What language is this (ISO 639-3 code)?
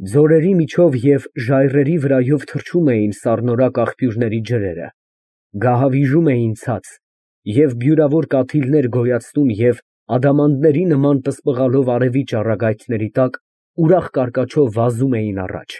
hye